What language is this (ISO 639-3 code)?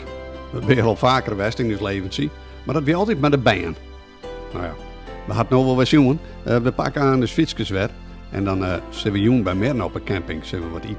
fry